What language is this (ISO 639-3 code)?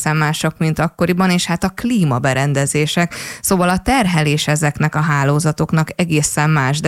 hun